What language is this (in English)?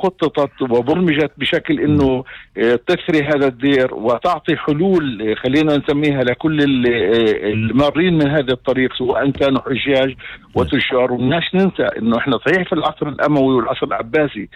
North Levantine Arabic